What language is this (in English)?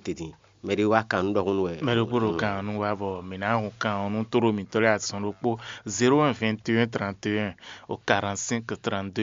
Fon